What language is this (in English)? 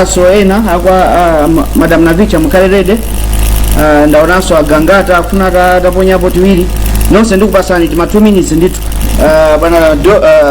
Nyanja